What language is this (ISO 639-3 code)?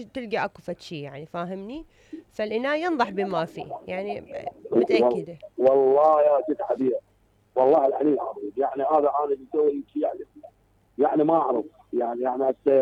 acm